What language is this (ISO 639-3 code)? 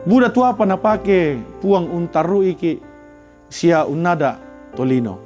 sda